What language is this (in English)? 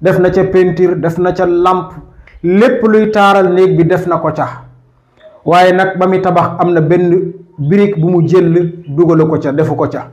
Wolof